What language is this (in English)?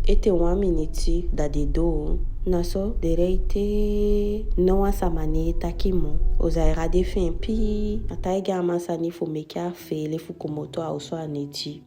Eastern Maroon Creole